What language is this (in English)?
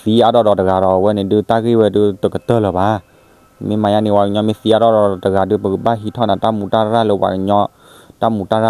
S'gaw Karen